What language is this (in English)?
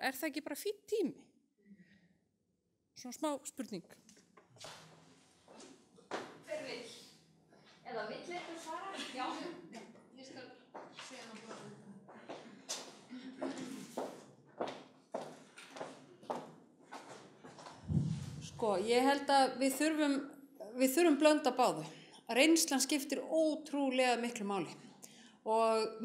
Icelandic